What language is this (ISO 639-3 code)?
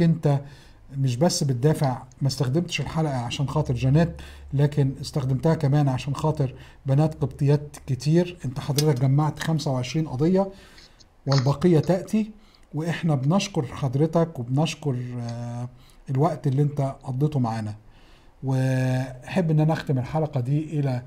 arz